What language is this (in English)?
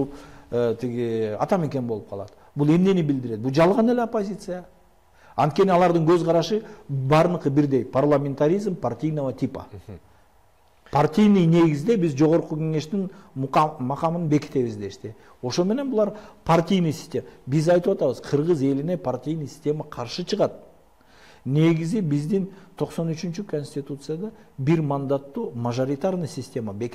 Kyrgyz